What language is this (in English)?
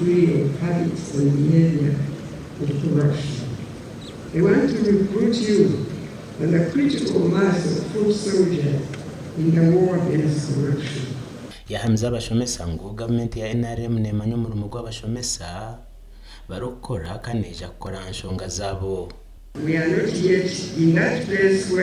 Nyankole